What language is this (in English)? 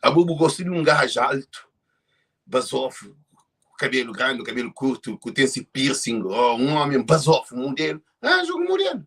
Kabuverdianu